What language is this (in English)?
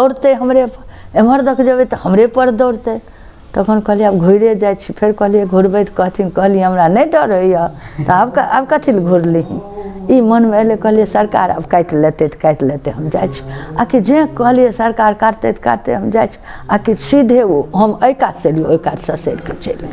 Maithili